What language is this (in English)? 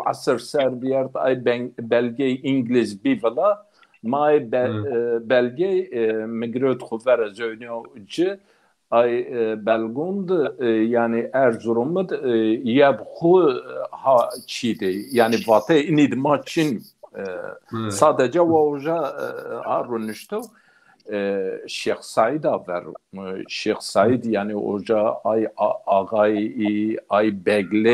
Zaza